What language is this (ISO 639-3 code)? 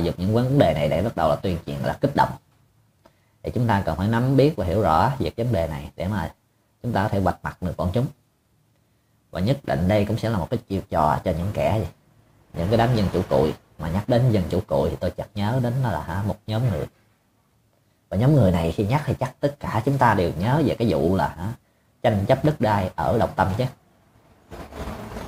vie